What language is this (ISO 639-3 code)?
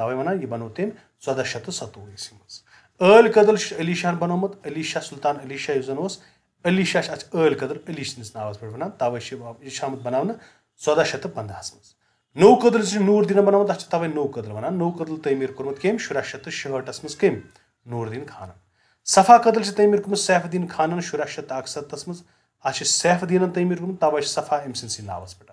kas